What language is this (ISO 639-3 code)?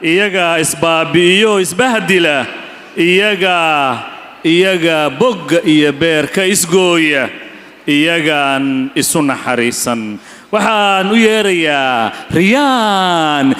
som